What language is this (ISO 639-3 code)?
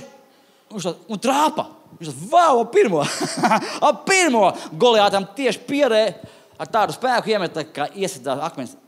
lav